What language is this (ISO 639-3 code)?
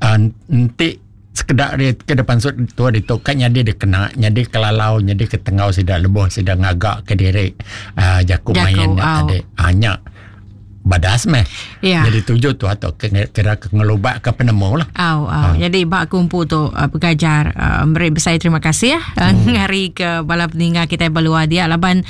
iba